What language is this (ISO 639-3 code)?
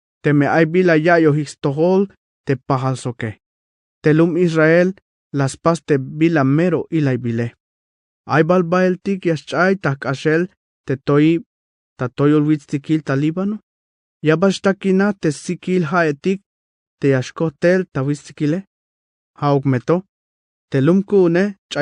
tzh